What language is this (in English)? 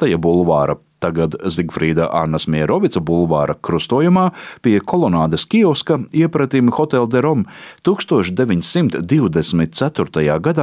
Latvian